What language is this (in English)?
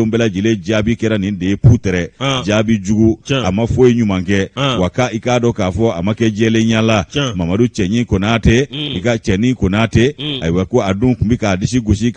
Bambara